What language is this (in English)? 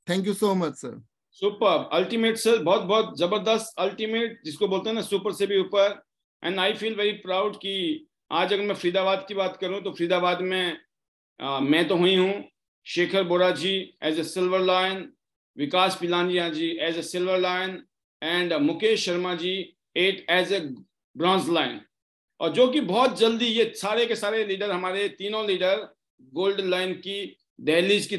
Hindi